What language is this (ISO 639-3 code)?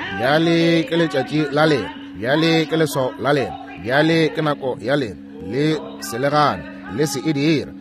nso